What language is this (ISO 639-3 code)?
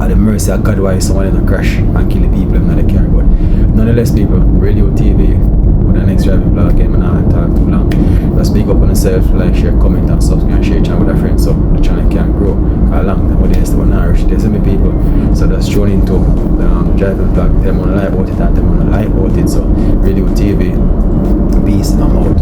jam